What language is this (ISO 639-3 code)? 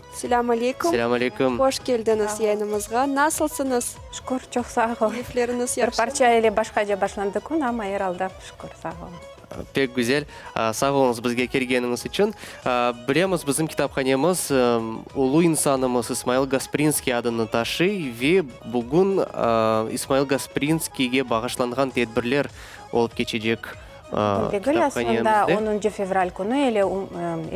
crh